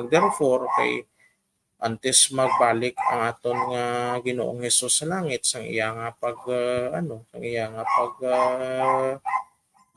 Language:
Hiligaynon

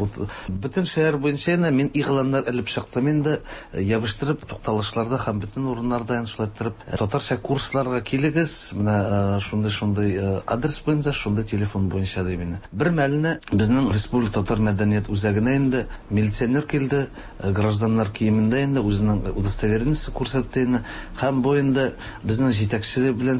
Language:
Tatar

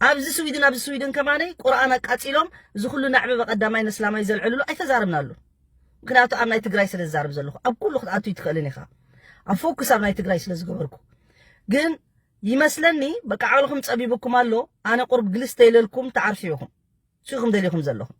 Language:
Tigrinya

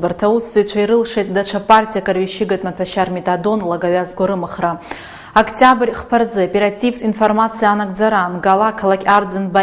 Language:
Abkhazian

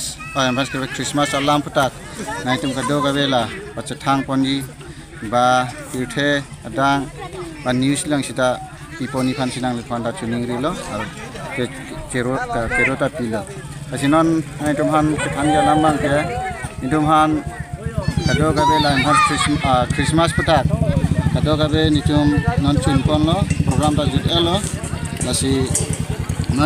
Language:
Karbi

